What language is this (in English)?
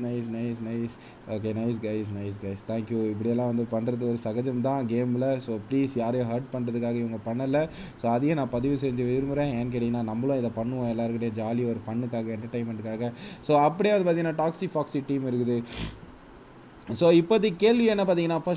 Tamil